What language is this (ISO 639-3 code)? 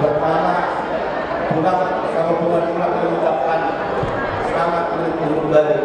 bbc